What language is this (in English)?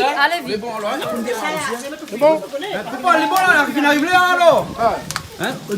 Réunion Creole French